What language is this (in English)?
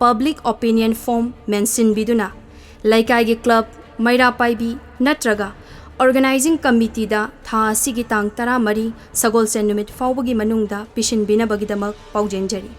Manipuri